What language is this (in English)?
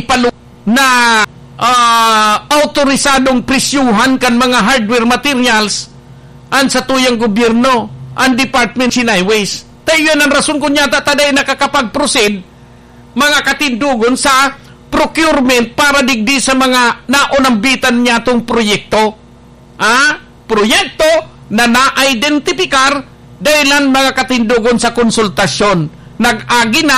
Bikol